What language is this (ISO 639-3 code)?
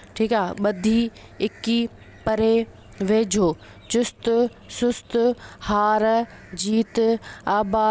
snd